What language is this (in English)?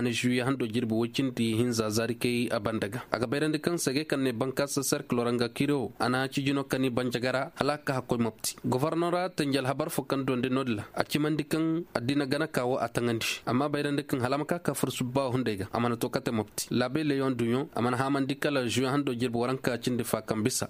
Koyraboro Senni